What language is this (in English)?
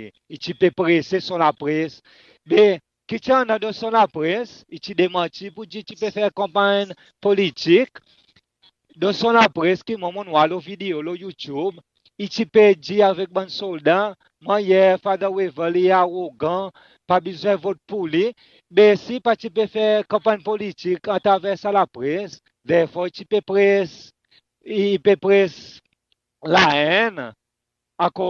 Seselwa Creole French